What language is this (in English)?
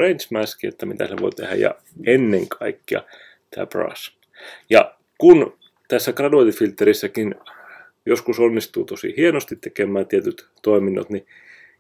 Finnish